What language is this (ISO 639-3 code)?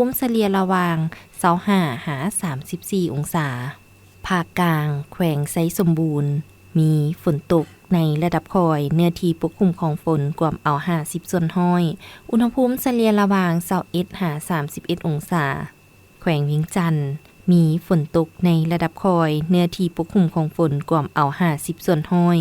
lao